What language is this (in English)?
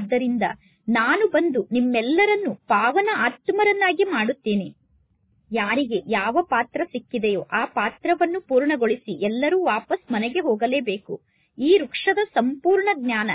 Kannada